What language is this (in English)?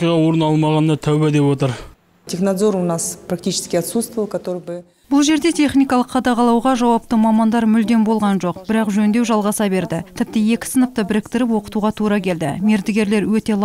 Kazakh